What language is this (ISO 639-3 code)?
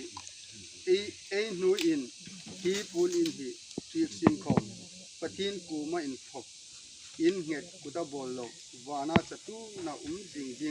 hmr